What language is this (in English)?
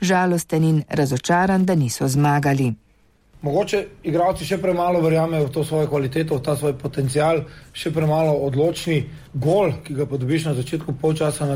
Slovenian